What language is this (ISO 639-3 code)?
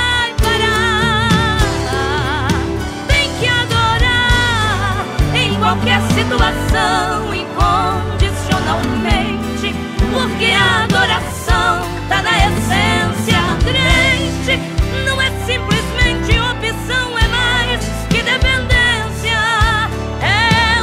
por